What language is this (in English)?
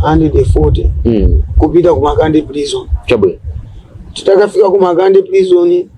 Nyanja